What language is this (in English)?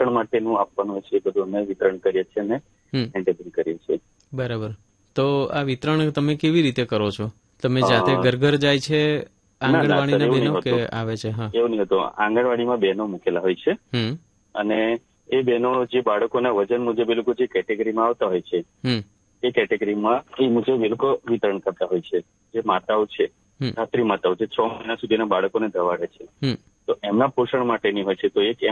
Gujarati